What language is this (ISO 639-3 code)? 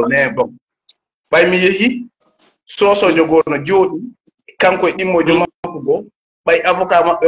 ful